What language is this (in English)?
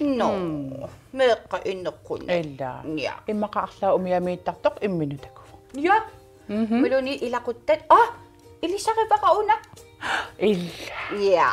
Kalaallisut